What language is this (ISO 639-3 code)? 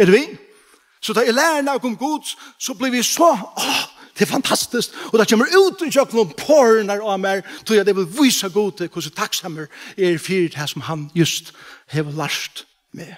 fao